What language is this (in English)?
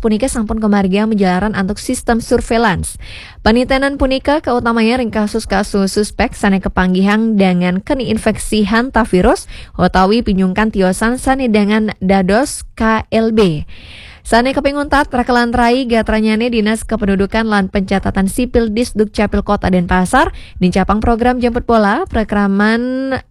Balinese